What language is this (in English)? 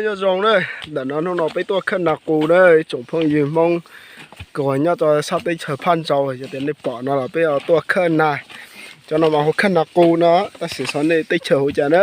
Hmong